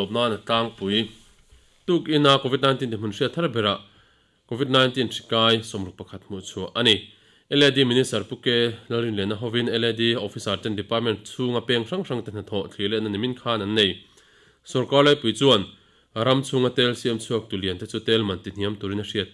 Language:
Mizo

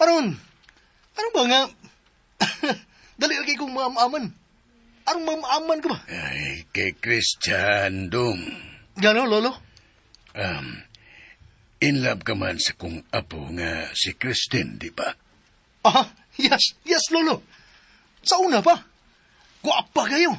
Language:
Cebuano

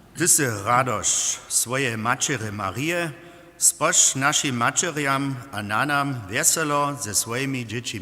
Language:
Upper Sorbian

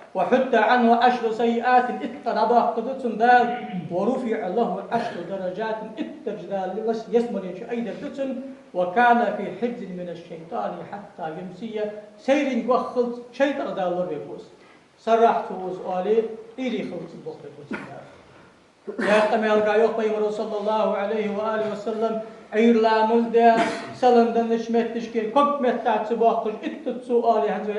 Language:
Ingush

